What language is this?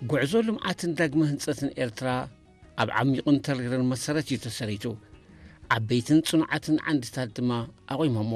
Tigrinya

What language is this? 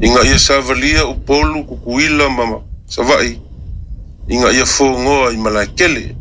Samoan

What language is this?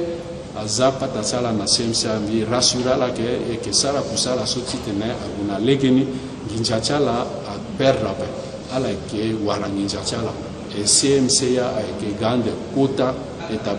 Sango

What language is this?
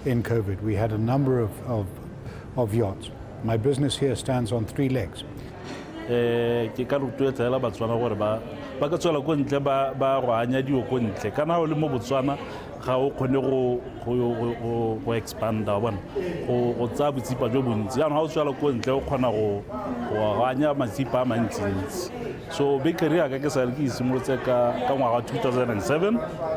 Tswana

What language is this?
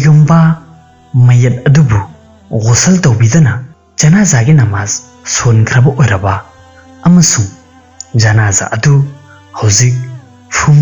Manipuri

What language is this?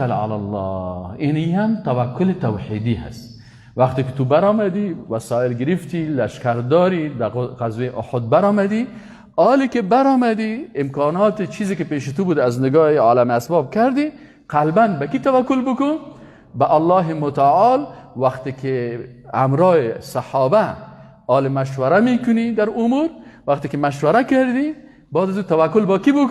Persian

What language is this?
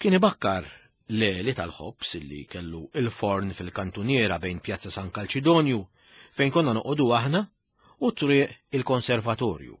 Maltese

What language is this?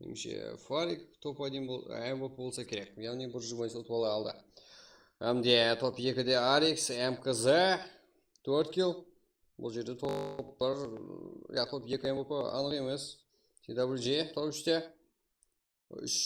Kara-Kalpak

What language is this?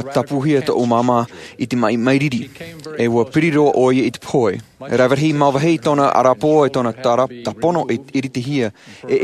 Tahitian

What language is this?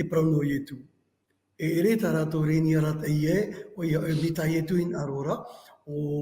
Tahitian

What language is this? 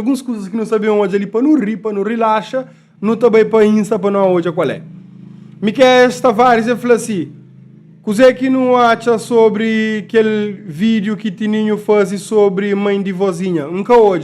Kabuverdianu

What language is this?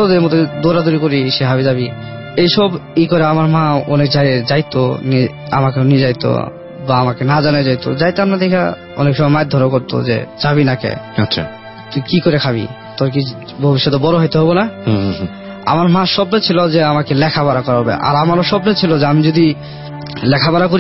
Bangla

